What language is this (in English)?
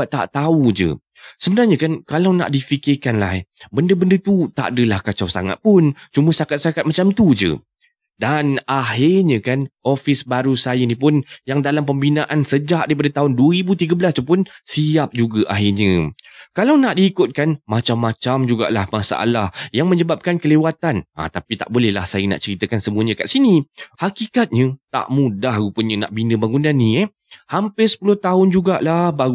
Malay